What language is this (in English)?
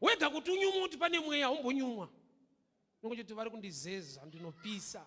Shona